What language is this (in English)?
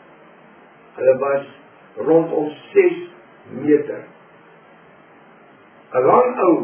Afrikaans